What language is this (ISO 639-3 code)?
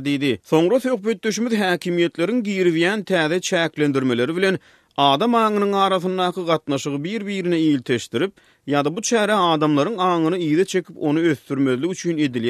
tuk